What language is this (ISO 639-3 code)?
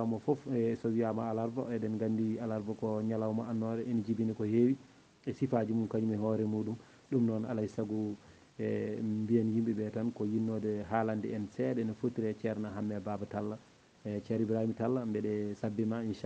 ful